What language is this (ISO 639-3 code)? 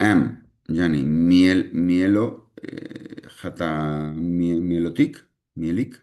kur